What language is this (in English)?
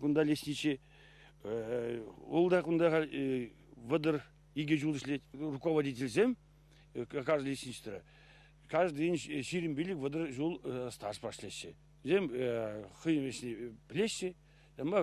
Chuvash